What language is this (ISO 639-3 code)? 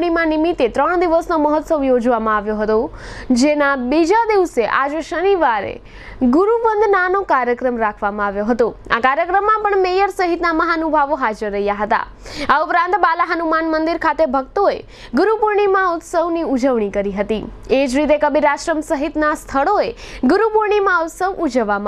guj